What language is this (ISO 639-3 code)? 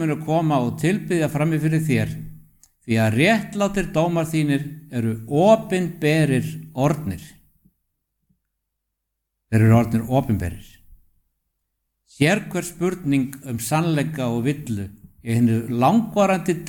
isl